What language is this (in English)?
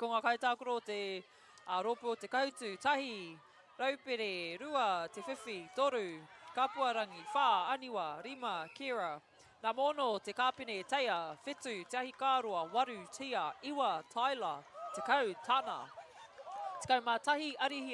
Māori